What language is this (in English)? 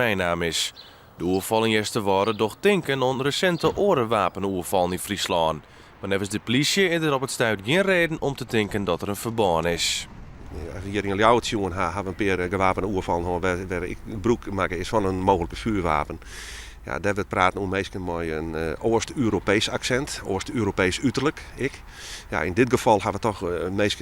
Western Frisian